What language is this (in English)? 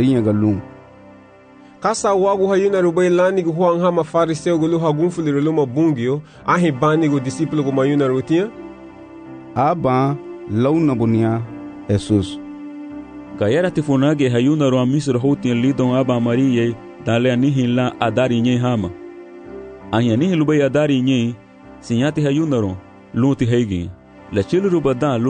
Garifuna